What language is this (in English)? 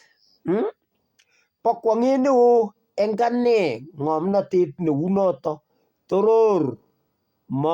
Kalenjin